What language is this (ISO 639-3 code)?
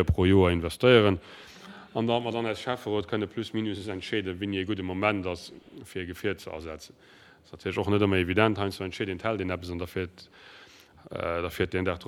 ltz